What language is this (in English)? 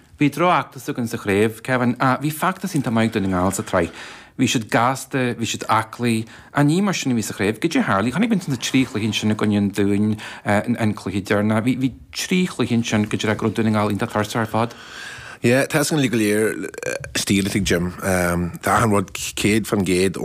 Irish